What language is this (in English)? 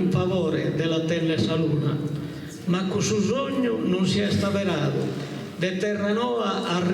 Sardinian